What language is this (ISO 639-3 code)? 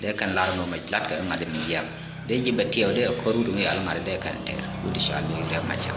nus